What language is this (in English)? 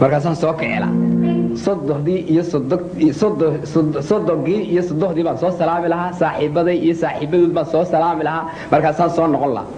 Somali